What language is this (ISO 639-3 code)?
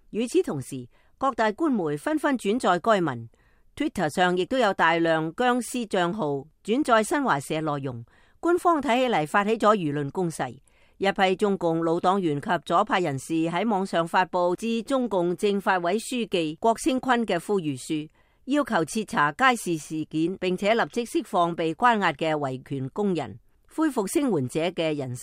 yue